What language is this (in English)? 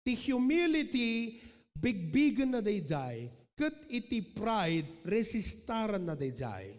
Iloko